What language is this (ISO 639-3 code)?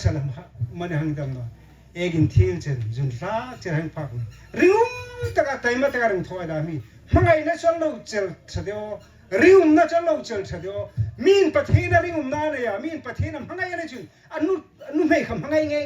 hmr